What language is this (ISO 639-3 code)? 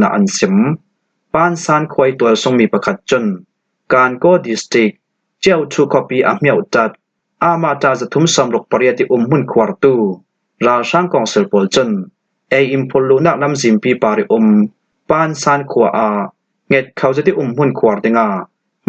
cfm